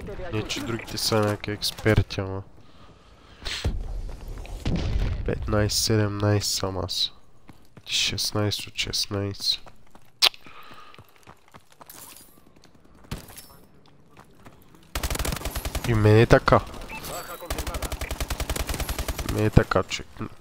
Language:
Bulgarian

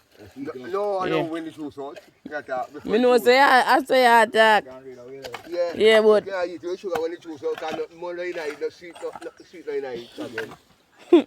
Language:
Jamaican Creole English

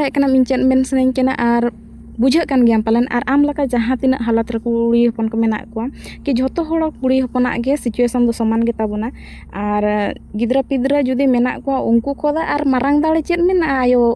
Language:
Santali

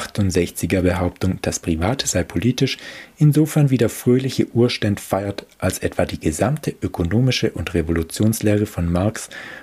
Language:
German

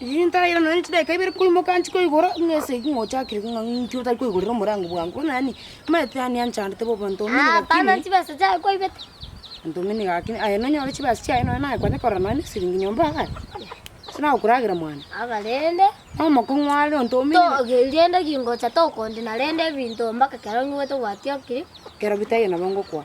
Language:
Gusii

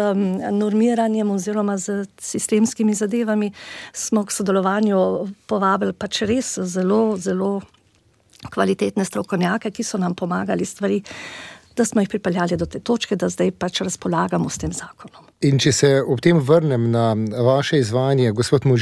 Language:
Slovenian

